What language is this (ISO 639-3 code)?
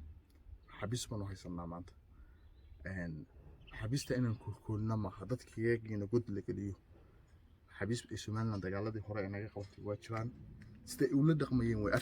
som